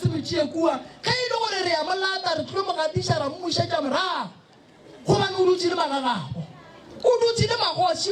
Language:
Northern Sotho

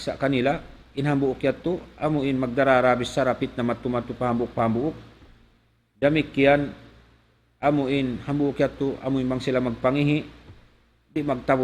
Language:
Tausug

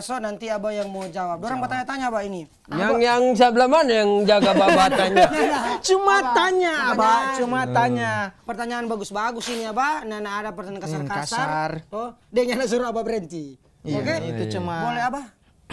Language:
Manado Malay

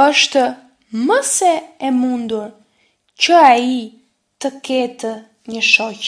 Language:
Albanian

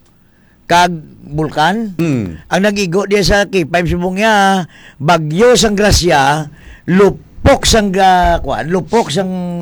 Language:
Hiligaynon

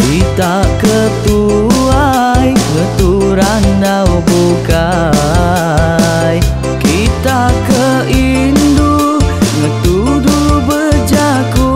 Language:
Iban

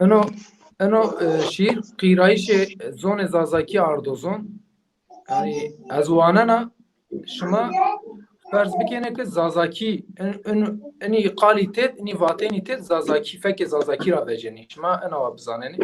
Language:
Zaza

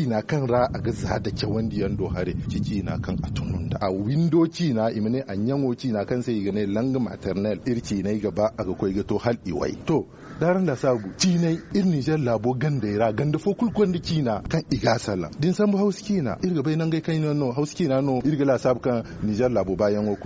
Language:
Zarma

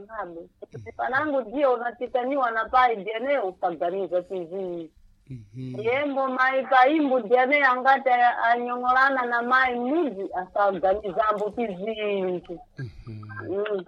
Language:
Sena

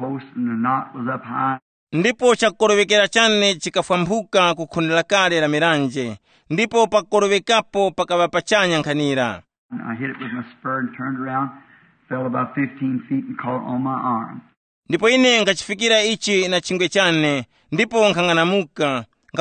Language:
Tumbuka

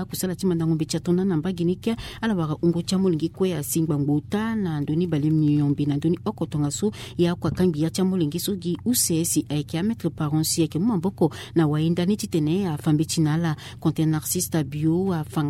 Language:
Sango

